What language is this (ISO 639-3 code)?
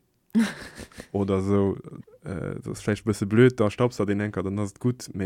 ltz